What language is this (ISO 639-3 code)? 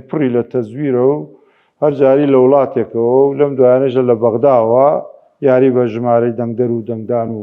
ckb